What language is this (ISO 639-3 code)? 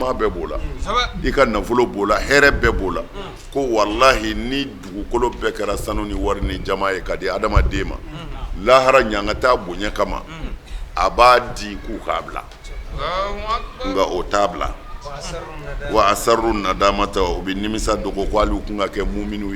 bam